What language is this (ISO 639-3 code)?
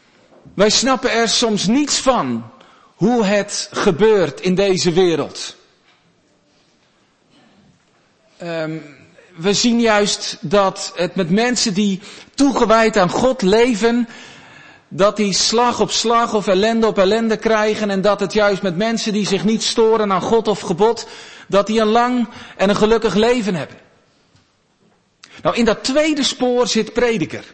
nld